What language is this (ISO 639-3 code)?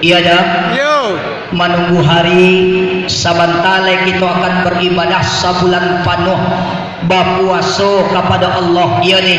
min